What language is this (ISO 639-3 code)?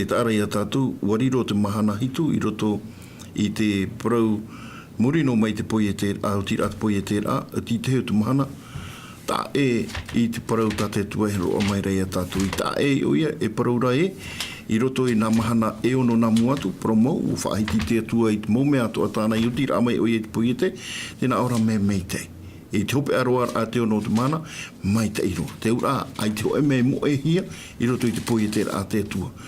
tah